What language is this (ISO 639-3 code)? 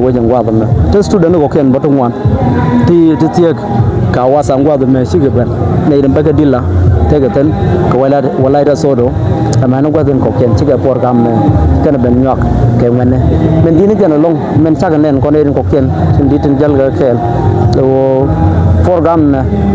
nus